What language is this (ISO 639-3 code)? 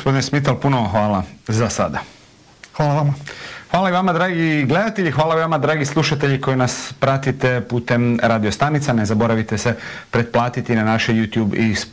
hrv